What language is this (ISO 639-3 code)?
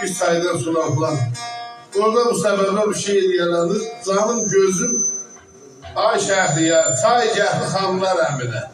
azb